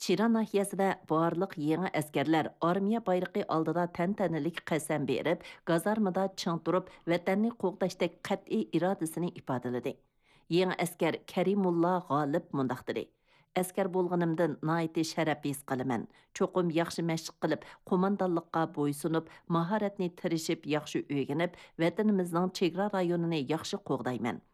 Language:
Uyghur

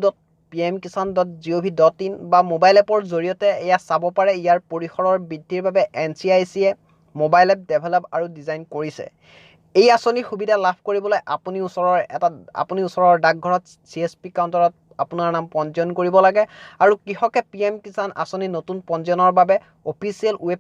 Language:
Assamese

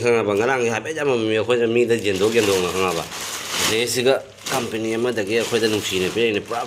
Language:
Manipuri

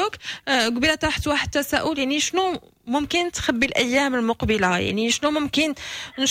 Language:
Moroccan Arabic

